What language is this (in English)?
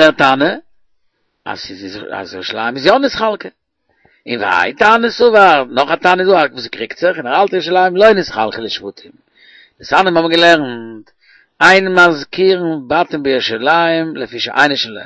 Yiddish